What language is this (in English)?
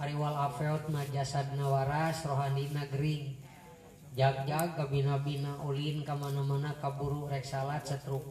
Sundanese